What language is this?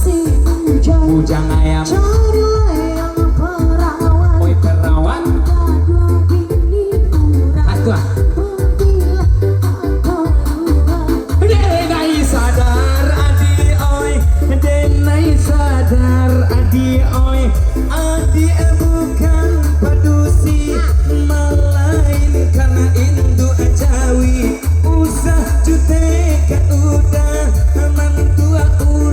Minangkabau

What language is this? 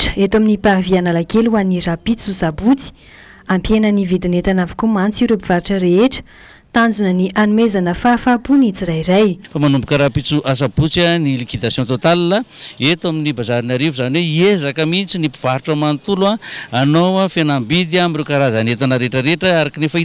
Malagasy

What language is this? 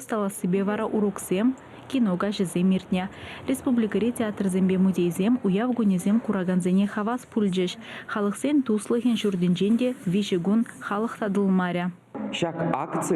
Chuvash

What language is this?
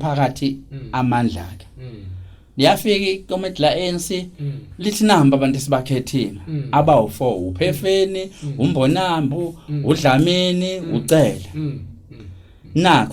Zulu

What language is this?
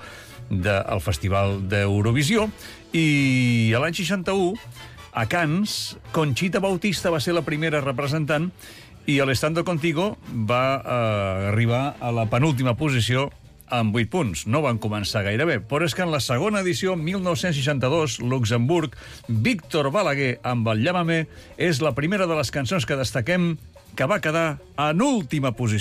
Catalan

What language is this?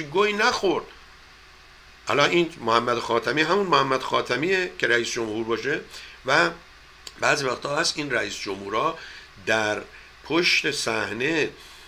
Persian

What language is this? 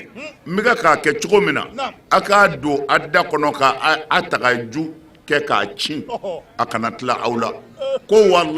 Bambara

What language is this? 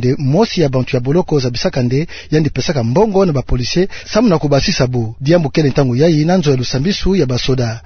Kituba (Democratic Republic of Congo)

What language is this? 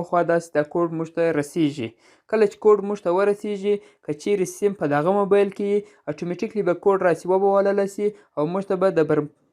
Pashto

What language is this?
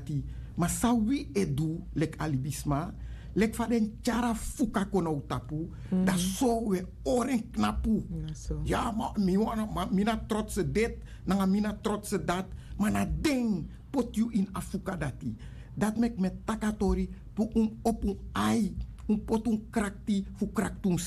Sranan Tongo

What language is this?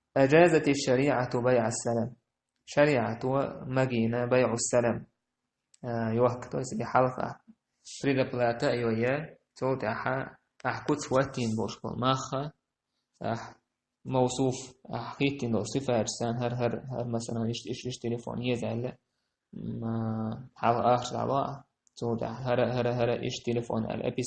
Chechen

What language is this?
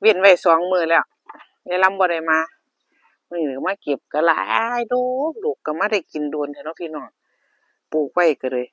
Northeastern Thai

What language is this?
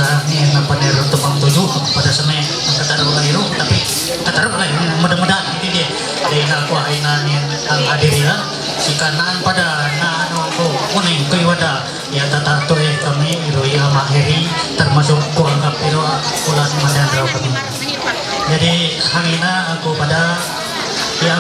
Ma'anyan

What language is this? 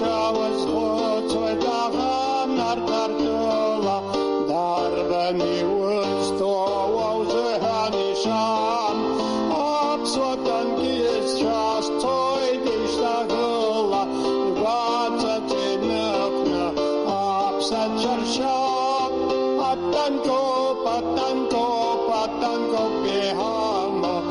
Abkhazian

